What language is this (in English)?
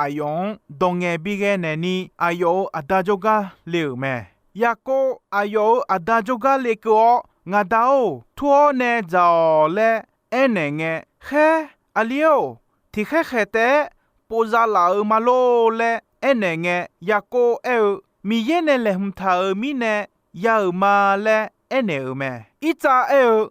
Akha